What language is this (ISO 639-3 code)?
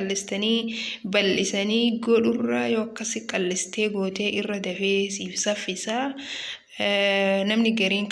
orm